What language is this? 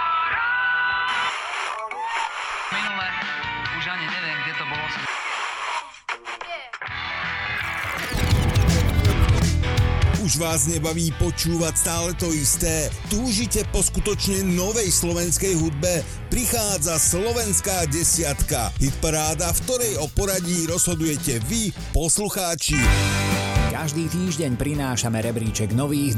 Slovak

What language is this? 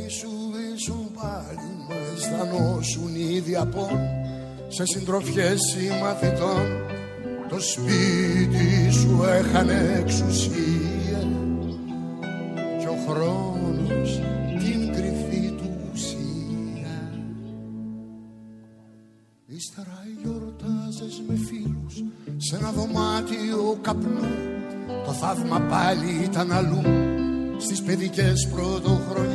Greek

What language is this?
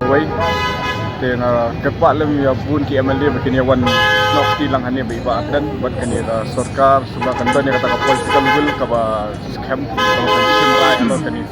Khasi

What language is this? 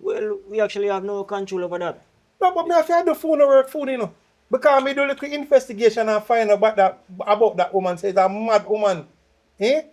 Jamaican Creole English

